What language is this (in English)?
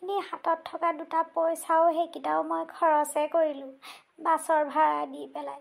Assamese